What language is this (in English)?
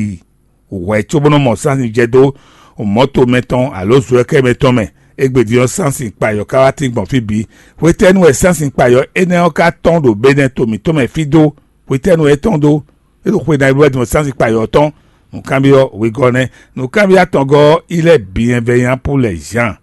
Fon